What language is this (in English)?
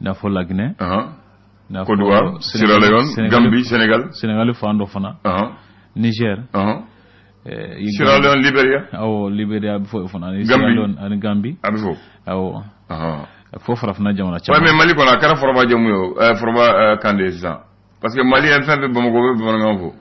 Bambara